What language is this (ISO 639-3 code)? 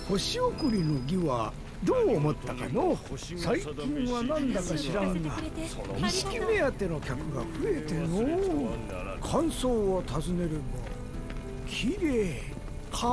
jpn